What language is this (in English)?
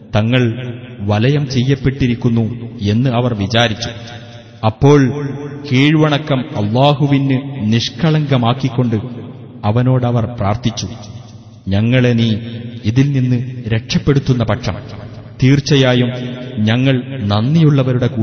Malayalam